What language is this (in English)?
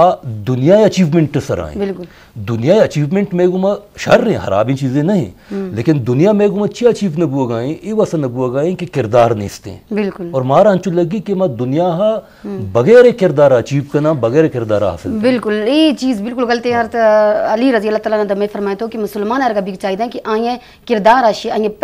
Eastern Balochi